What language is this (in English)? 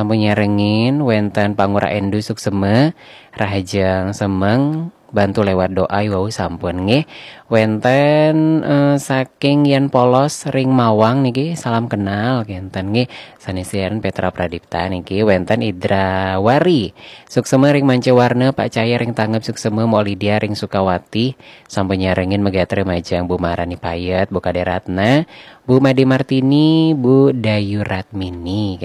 Balinese